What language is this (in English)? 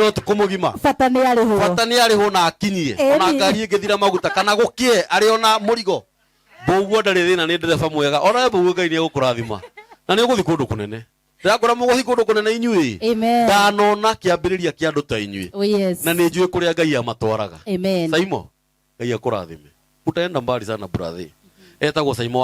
Kikuyu